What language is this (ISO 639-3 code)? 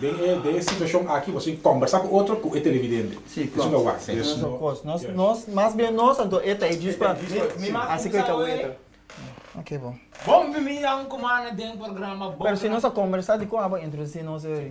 pap